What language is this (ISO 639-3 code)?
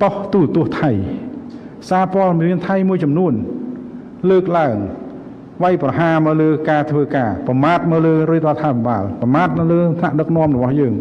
khm